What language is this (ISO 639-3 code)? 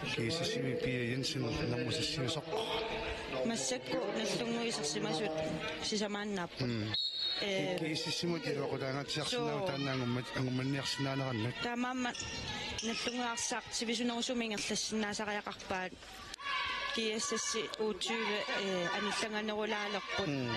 kal